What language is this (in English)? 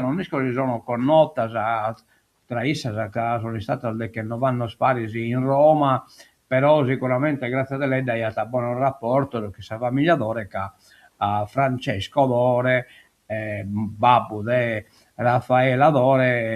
Sardinian